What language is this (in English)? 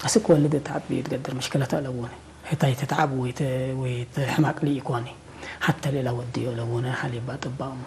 Tigre